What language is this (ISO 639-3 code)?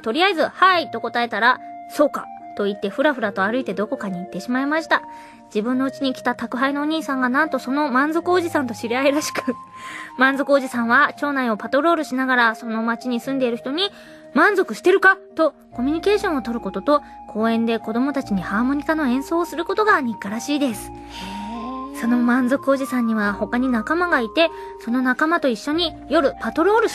jpn